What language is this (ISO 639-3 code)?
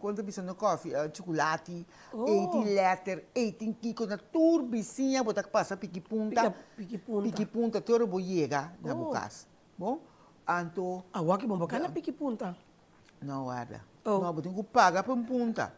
pap